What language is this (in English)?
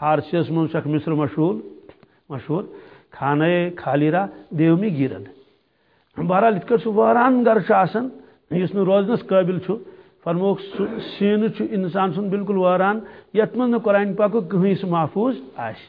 Kashmiri